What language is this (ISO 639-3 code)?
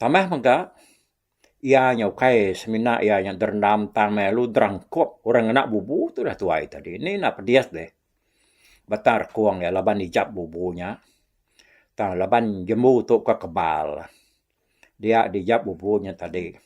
iba